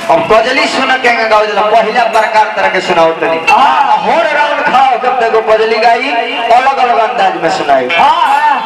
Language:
Bhojpuri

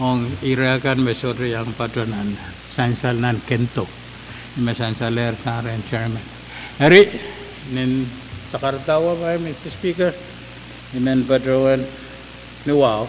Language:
Pohnpeian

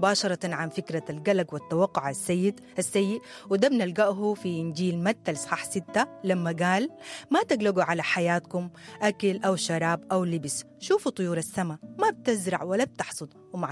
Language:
Sudanese Arabic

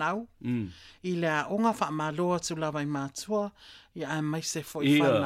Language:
Samoan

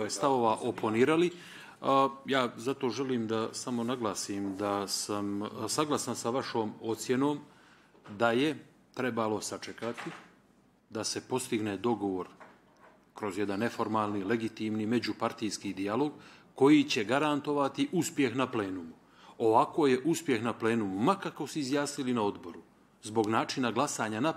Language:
Bosnian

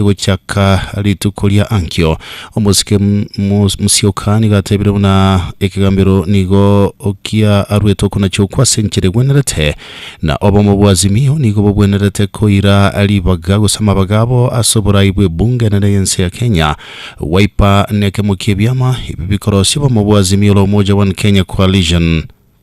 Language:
Gusii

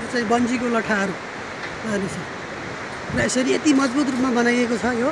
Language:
Nepali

